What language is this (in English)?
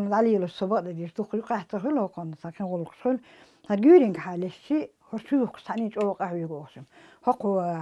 Chechen